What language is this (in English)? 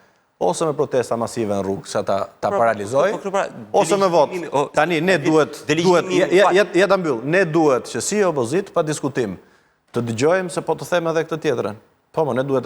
Albanian